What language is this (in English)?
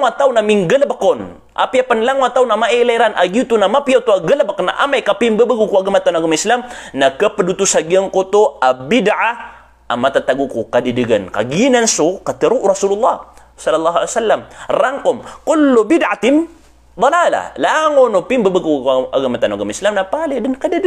Maranao